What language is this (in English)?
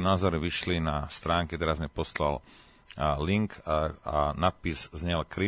Slovak